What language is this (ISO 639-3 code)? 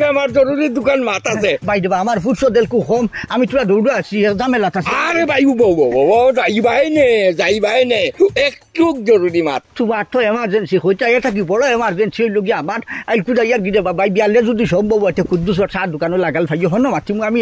syl